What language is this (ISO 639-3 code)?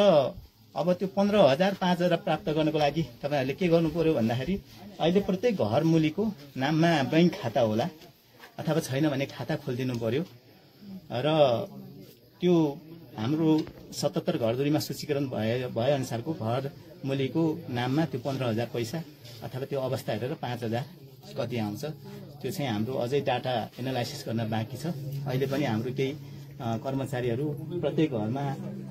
nep